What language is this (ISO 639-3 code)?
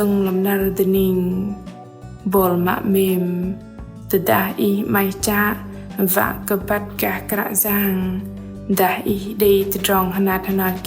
bdq